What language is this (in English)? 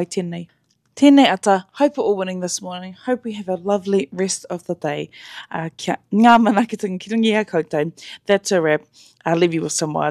Māori